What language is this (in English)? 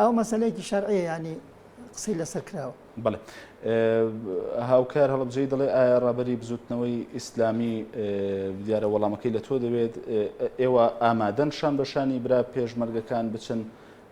Central Kurdish